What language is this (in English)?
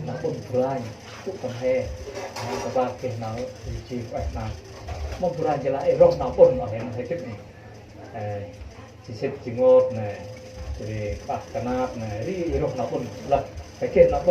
Central Mnong